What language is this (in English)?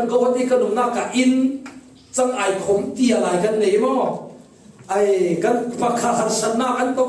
Falam Chin